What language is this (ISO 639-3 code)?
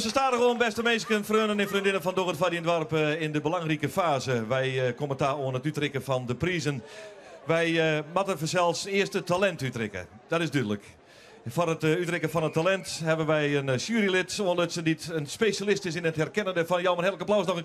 fry